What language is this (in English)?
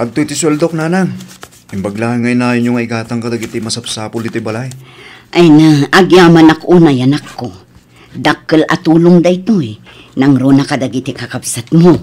Iloko